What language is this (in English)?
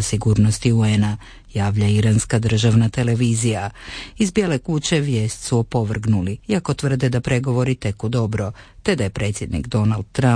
Croatian